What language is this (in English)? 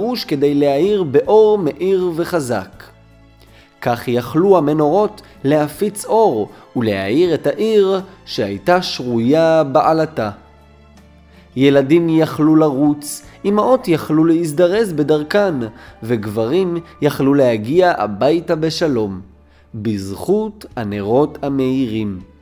Hebrew